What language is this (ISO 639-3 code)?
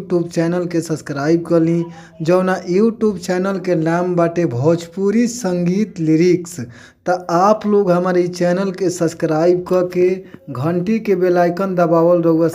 bho